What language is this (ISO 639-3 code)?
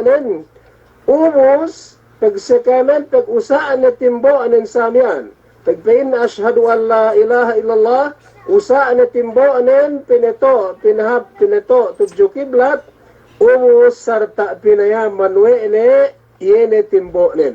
yka